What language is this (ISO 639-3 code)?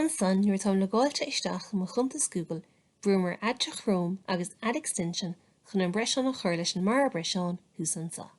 gle